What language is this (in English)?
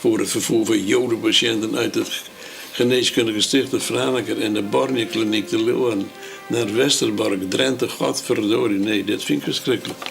Western Frisian